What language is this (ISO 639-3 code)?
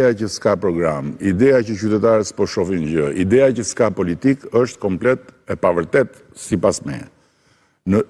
sqi